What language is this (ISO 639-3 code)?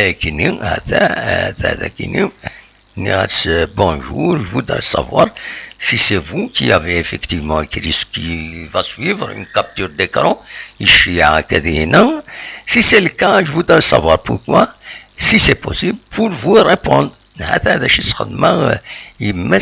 kab